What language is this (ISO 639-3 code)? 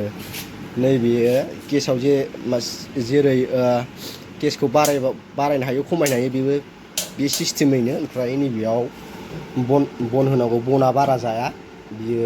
brx